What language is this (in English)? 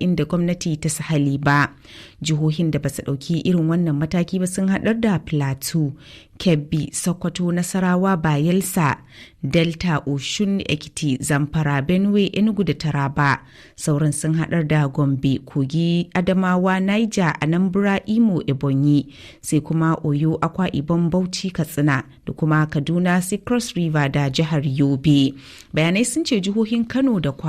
Hausa